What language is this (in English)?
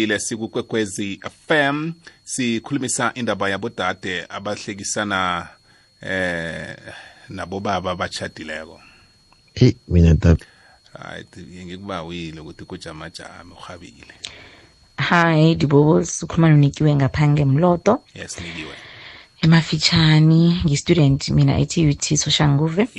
South Ndebele